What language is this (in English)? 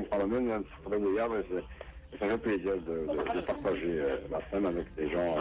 Kabyle